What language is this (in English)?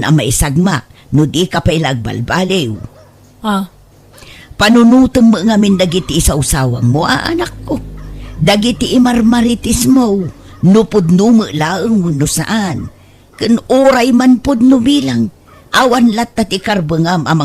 Iloko